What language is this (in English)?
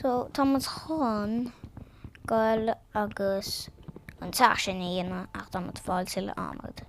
Irish